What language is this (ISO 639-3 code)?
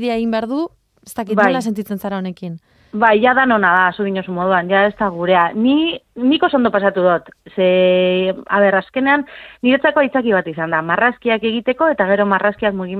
eus